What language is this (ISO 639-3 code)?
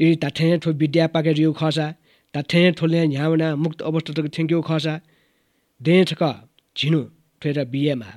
new